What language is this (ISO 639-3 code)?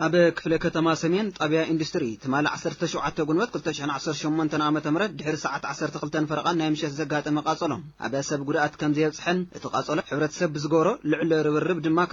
tir